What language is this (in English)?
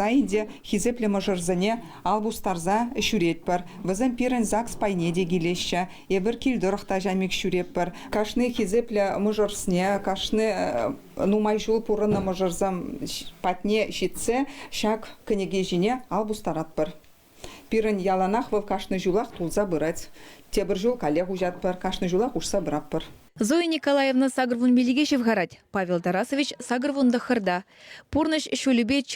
Chuvash